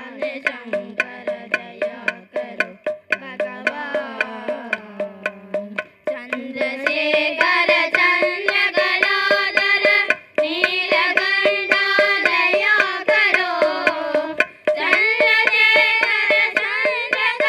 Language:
Tamil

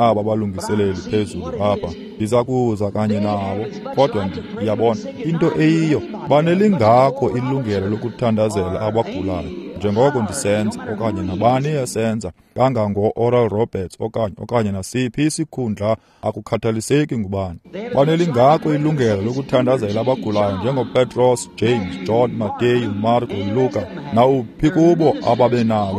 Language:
Xhosa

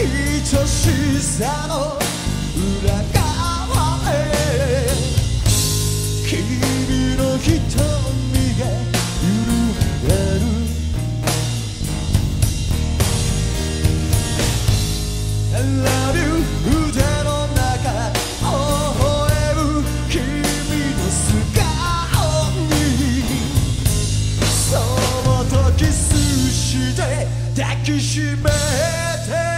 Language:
Japanese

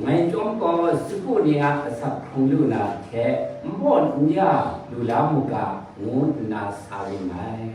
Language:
Kachin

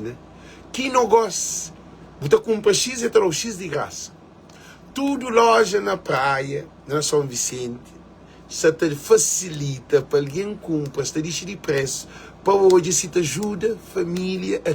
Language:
Kabuverdianu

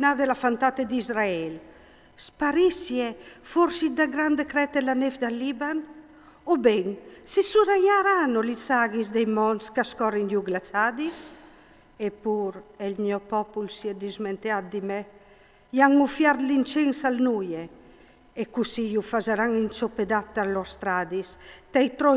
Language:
Friulian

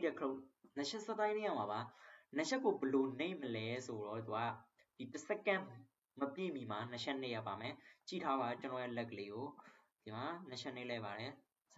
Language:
Burmese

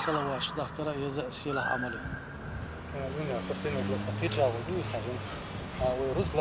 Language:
Chechen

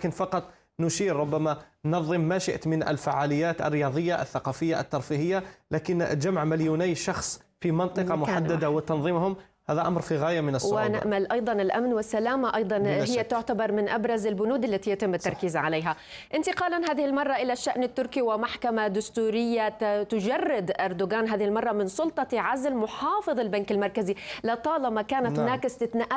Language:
Arabic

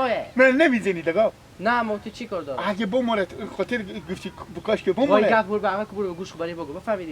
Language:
Hazaragi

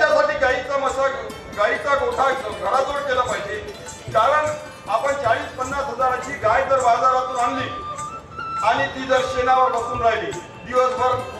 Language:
Marathi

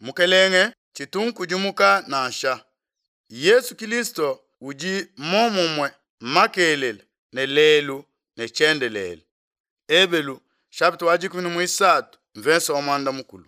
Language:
Luba-Lulua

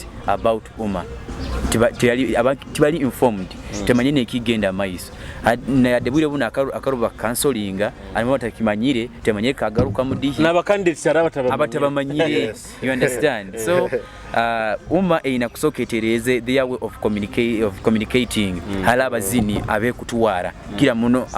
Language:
Nyoro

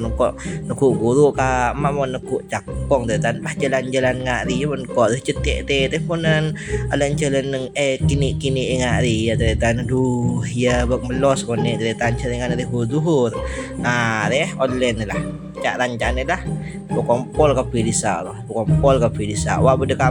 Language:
Madurese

